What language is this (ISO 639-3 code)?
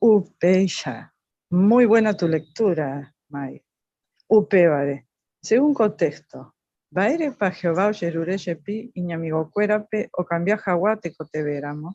grn